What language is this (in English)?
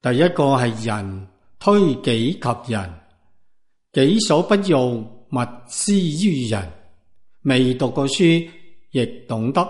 Cantonese